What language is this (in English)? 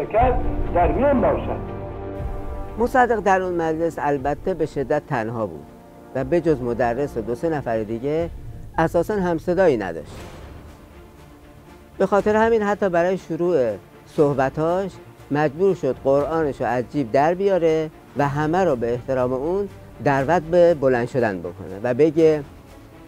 Persian